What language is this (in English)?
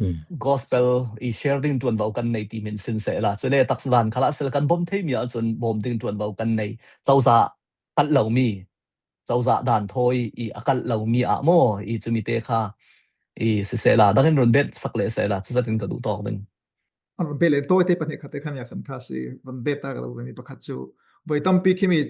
Falam Chin